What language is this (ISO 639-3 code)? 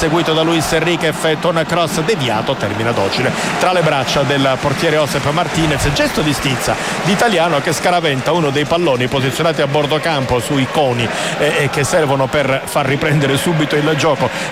ita